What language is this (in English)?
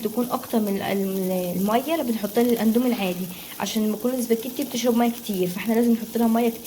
Egyptian Arabic